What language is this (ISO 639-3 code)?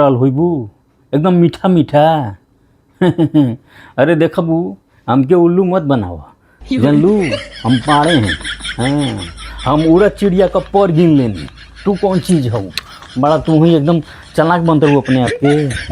bho